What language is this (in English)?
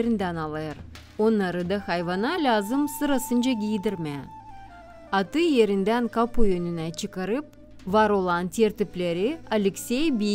Gagauz